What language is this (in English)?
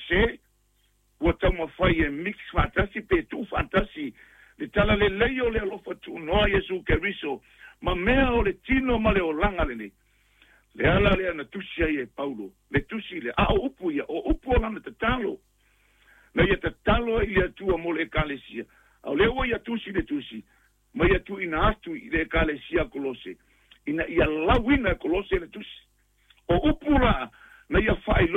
Samoan